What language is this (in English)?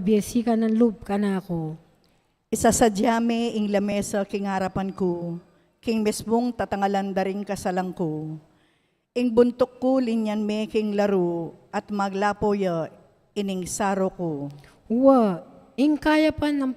Pampanga